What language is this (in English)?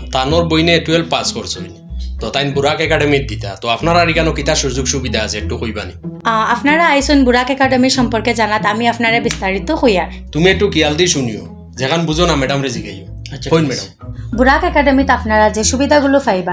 Sylheti